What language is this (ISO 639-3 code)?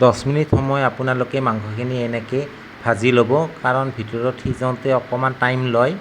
asm